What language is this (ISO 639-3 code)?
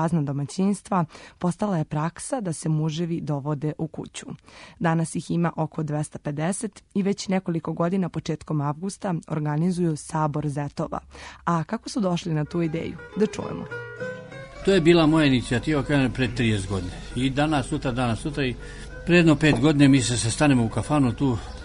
srp